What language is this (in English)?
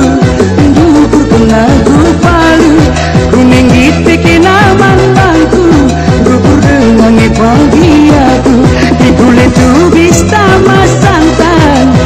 Batak Karo